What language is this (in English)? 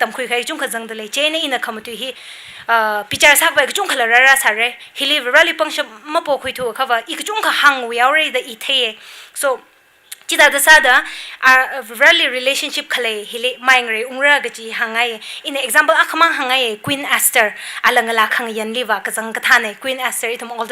Tangkhul Naga (India)